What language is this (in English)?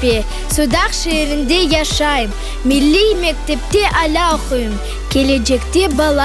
Crimean Tatar